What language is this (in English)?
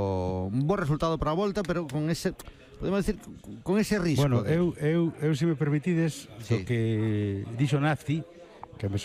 Galician